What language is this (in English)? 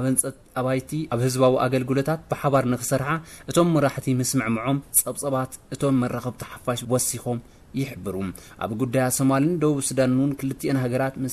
Tigrinya